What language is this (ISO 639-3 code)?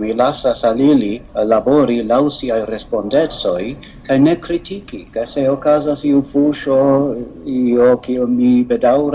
epo